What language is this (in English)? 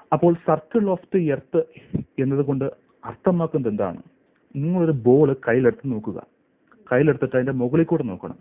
Malayalam